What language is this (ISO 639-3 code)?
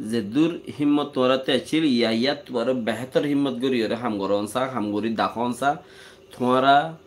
rhg